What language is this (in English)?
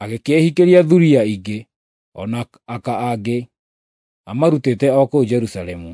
Kikuyu